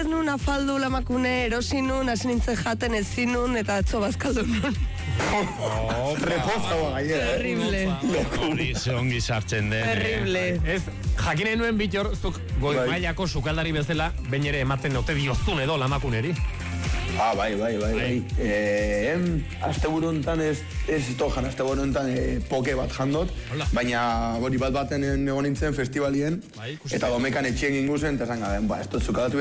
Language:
Basque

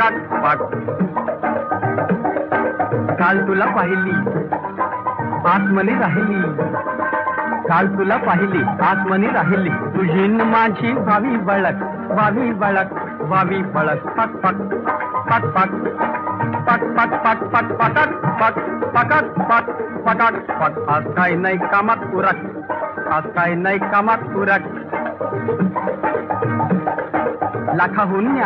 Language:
Marathi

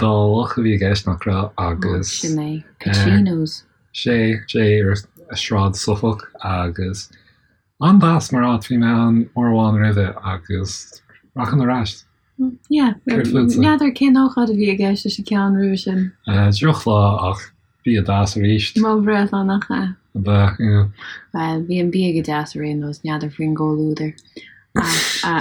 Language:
Irish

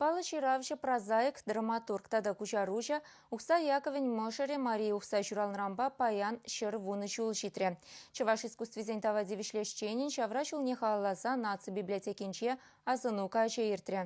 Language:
Chuvash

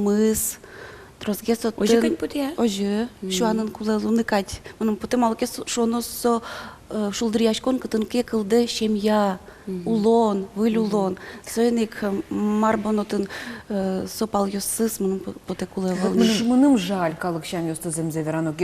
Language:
Udmurt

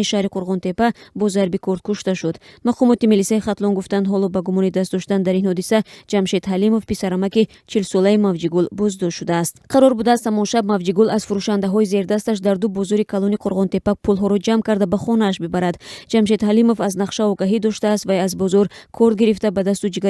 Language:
Tajik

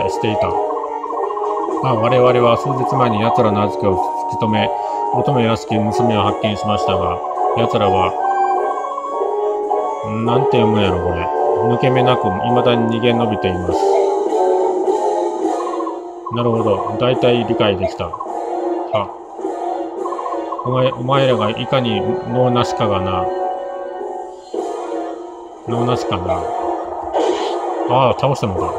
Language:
Japanese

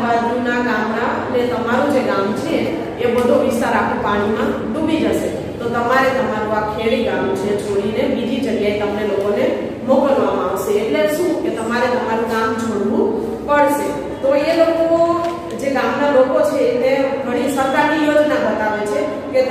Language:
Gujarati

